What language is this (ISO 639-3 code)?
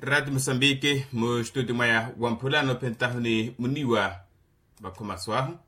vmw